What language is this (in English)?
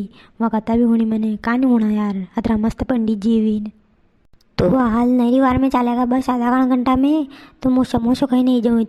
Rajasthani